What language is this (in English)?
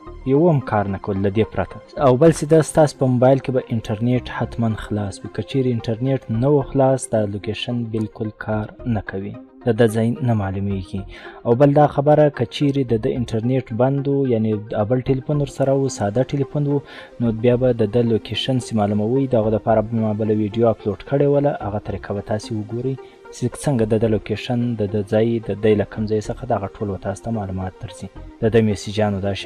Pashto